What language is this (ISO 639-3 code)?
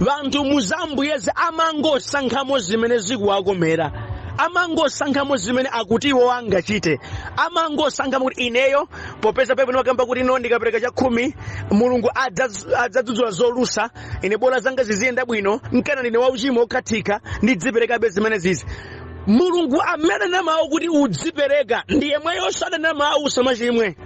nya